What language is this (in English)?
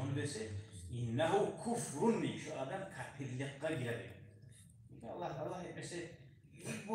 Kumyk